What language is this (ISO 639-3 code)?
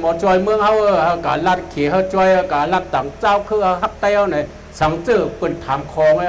shn